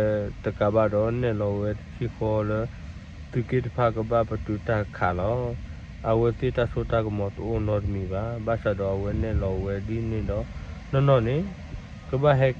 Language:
S'gaw Karen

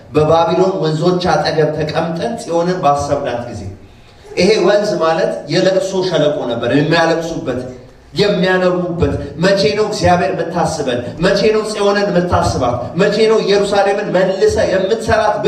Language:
Amharic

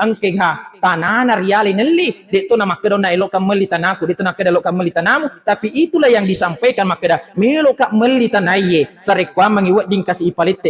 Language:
Buginese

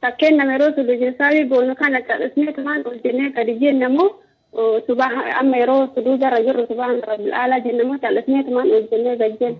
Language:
Oromo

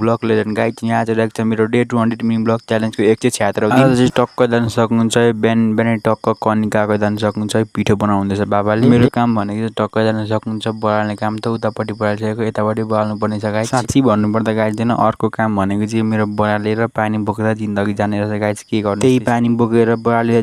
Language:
Nepali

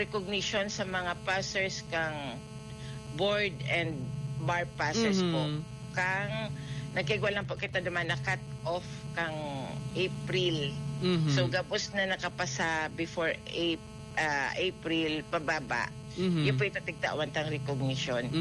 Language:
Bikol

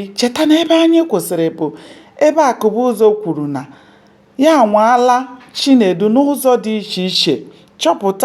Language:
Igbo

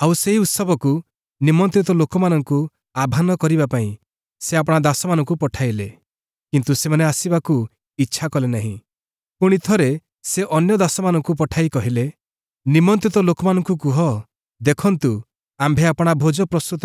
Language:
Odia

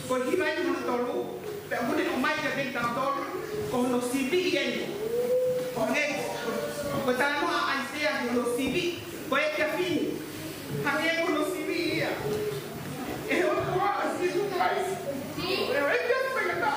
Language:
Tongan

